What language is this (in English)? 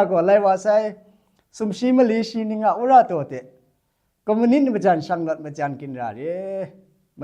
Kachin